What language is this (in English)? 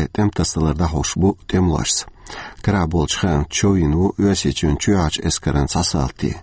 Chechen